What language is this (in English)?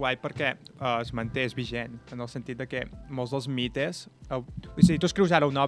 Catalan